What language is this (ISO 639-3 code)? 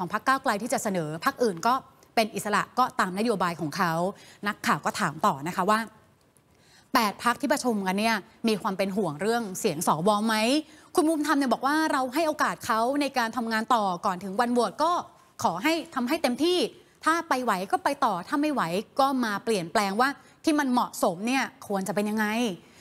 tha